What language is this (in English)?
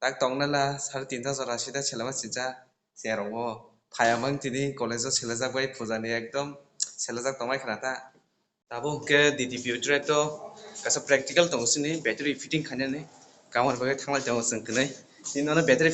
Kok Borok